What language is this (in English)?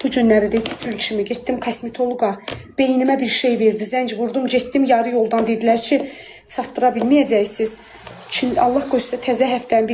Azerbaijani